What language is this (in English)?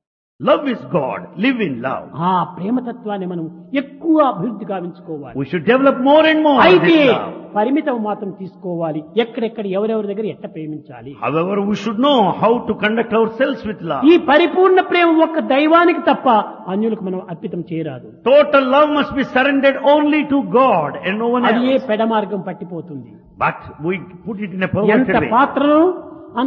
Telugu